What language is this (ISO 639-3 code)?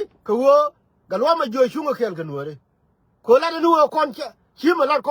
nus